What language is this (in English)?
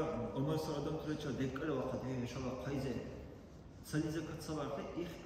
Dargwa